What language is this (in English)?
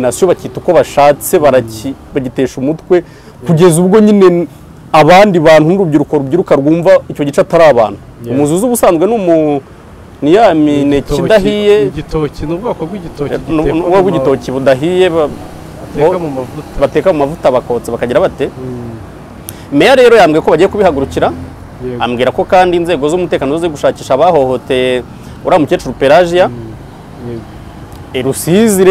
Kinyarwanda